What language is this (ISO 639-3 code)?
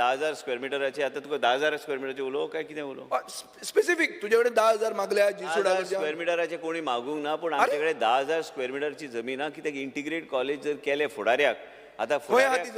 kok